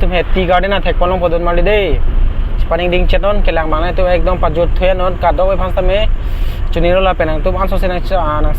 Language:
Karbi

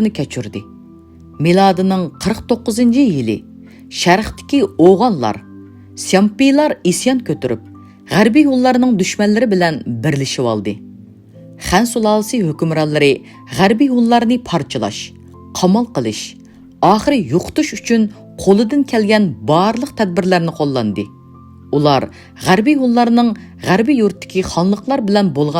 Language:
Uyghur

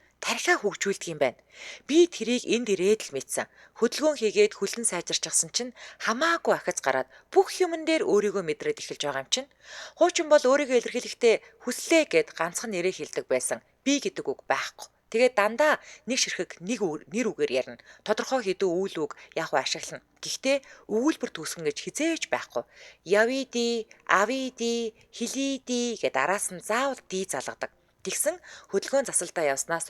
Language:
Mongolian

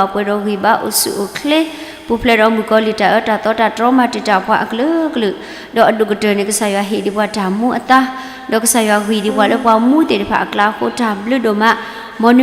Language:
S'gaw Karen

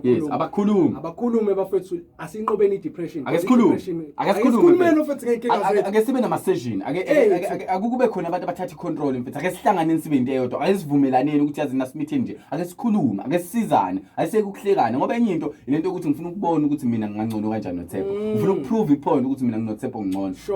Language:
Zulu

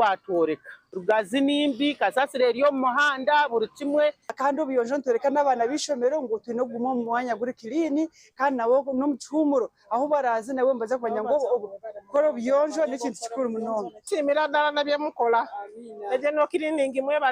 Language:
Nyankole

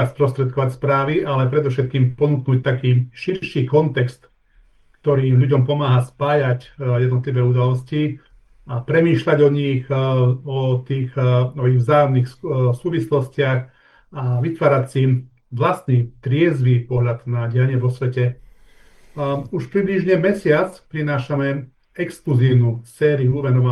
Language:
Slovak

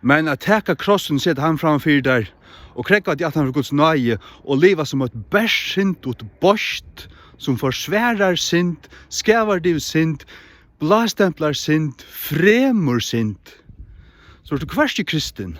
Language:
Faroese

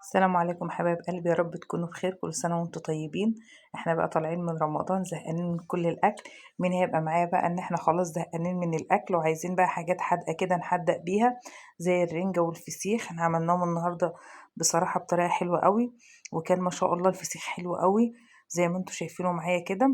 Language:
Egyptian Arabic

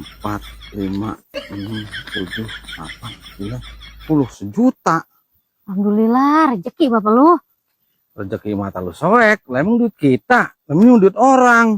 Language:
Betawi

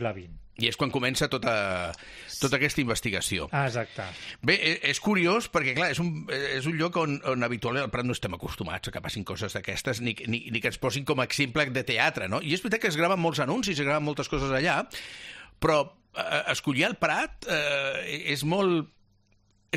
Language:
Catalan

